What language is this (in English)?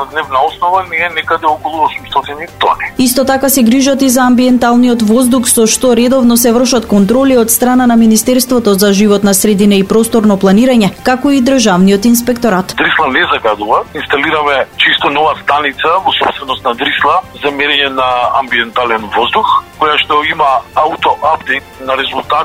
Macedonian